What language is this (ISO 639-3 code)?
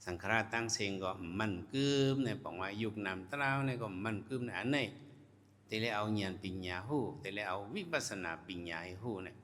shn